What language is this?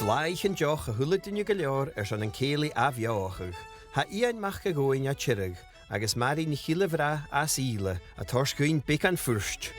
Scottish Gaelic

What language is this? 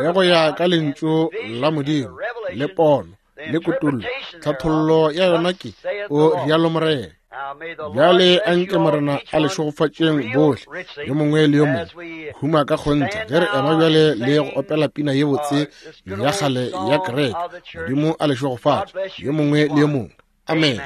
Northern Sotho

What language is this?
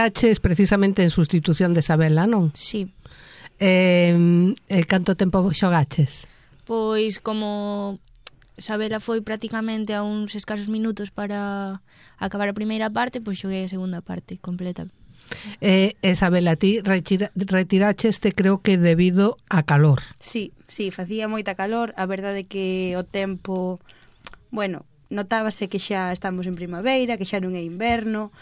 Galician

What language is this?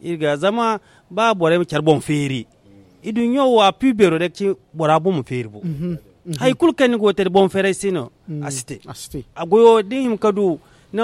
Zarma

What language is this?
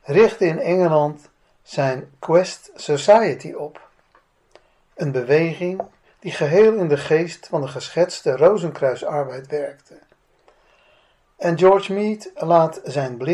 Dutch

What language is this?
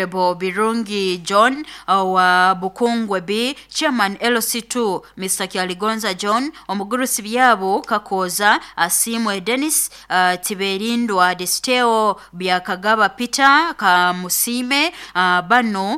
Nyoro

